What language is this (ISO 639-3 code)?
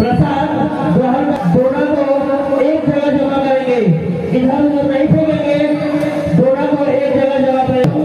sck